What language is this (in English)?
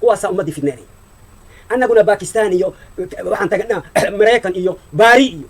Somali